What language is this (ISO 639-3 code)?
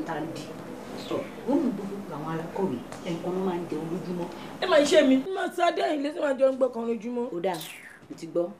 yor